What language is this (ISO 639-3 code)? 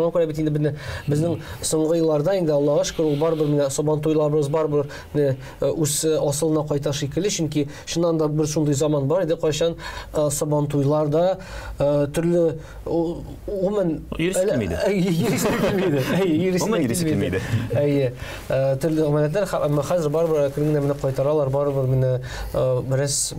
tat